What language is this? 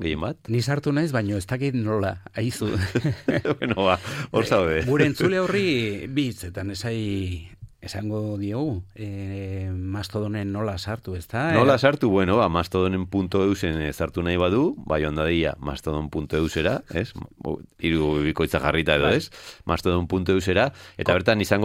Basque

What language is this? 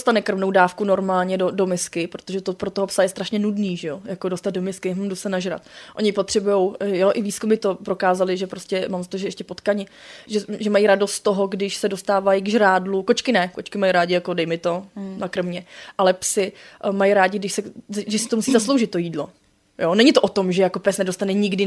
Czech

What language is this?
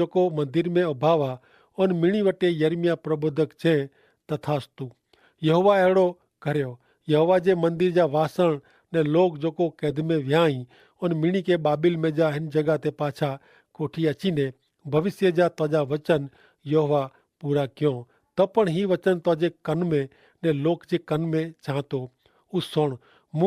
Kachhi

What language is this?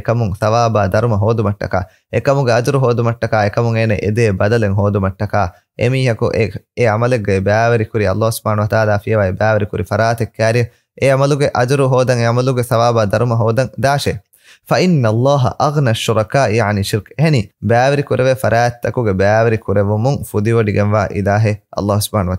Divehi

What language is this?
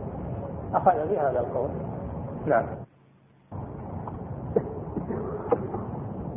Arabic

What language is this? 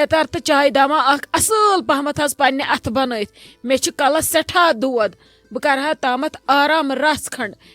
Kashmiri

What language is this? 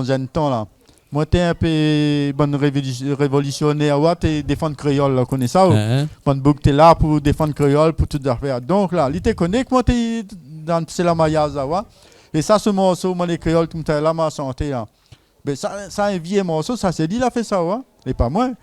Réunion Creole French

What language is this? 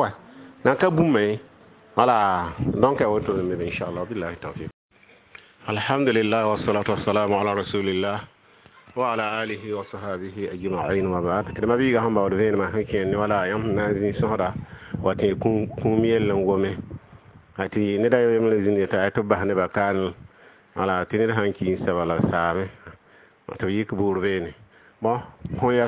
Mossi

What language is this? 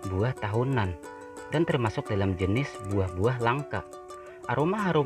Banjar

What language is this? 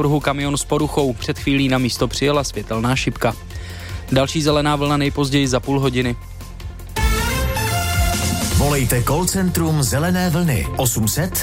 Czech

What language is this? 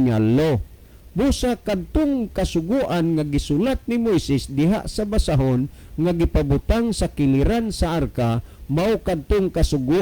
Cebuano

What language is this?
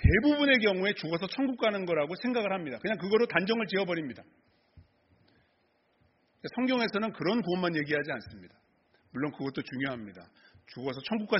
Korean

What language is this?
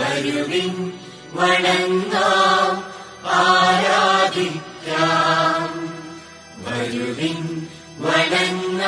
Malayalam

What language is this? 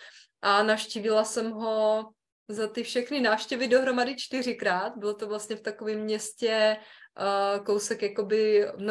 Czech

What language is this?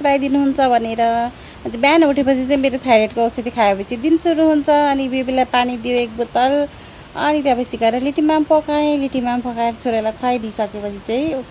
Nepali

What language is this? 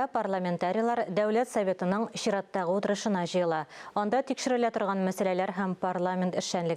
Tatar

